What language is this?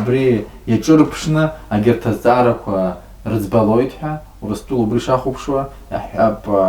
Abkhazian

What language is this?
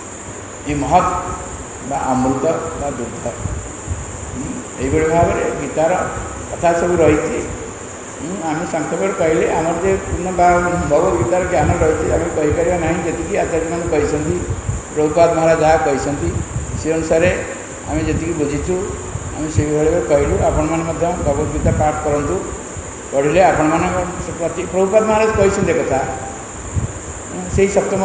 Odia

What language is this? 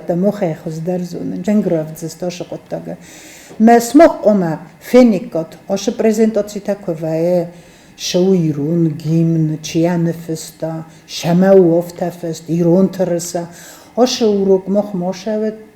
Ossetic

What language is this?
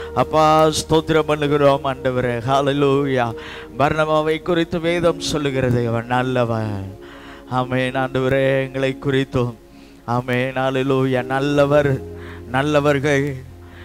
Tamil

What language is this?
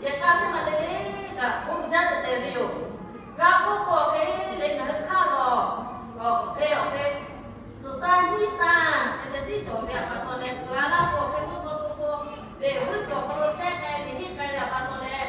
Lahu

